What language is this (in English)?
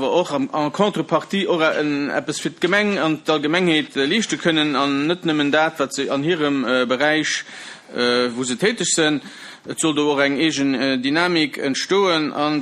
Luxembourgish